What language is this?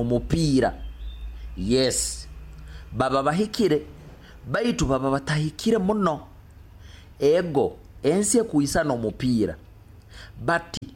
Nyoro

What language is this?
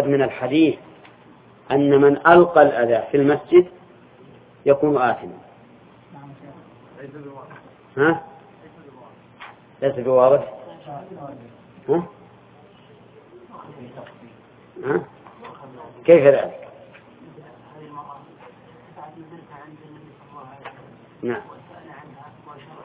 Arabic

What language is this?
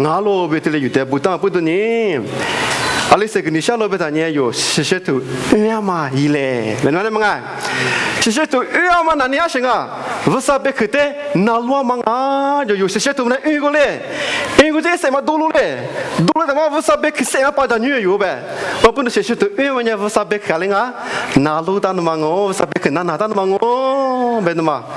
Lisu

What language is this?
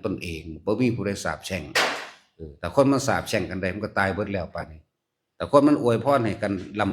Lao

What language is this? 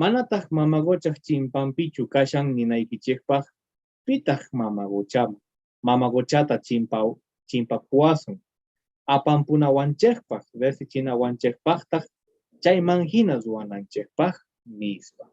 Quechua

